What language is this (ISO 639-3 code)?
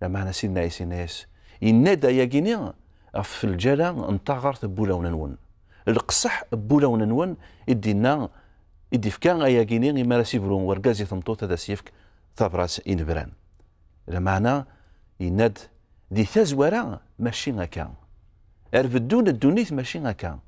kab